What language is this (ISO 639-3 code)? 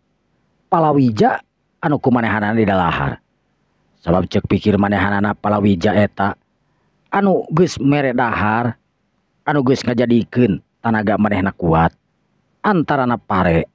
sun